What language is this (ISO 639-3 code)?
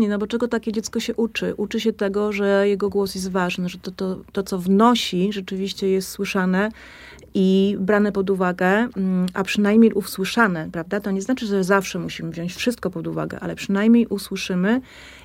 pol